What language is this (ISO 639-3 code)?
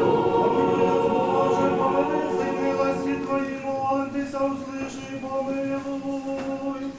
rue